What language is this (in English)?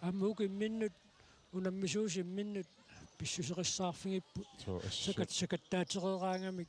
Kalaallisut